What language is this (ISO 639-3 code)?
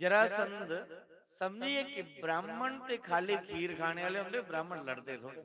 doi